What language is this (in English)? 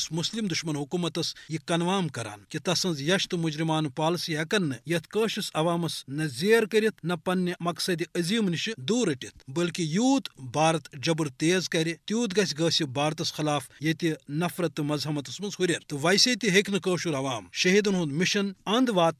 Kashmiri